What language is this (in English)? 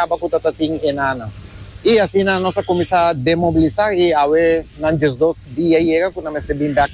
Papiamento